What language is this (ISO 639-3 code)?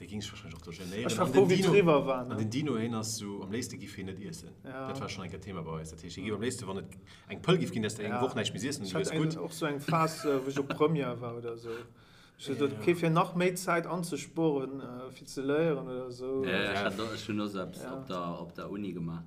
ltz